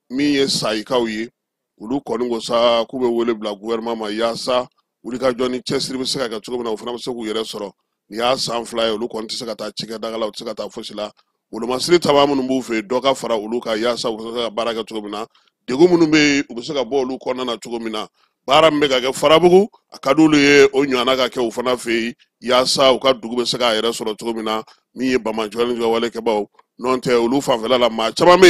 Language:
Bambara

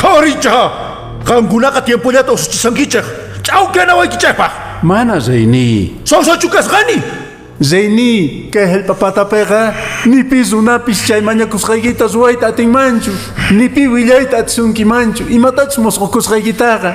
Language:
Quechua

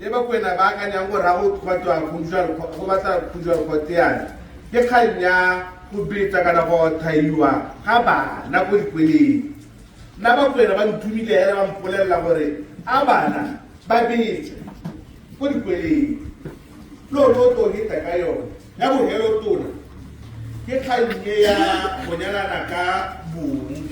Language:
Tswana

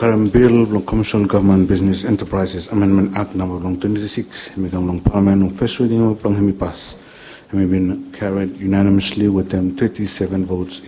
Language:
Bislama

